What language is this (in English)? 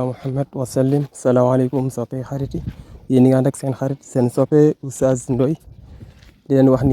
Wolof